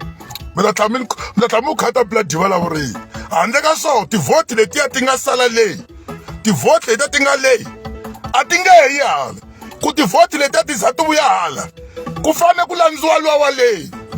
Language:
Tsonga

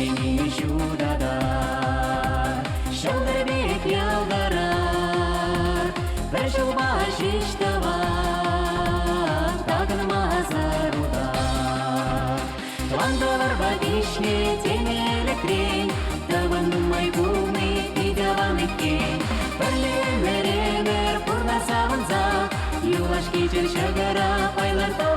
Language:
Chuvash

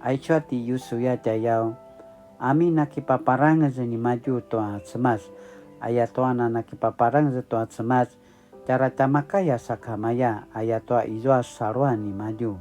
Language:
Paiwan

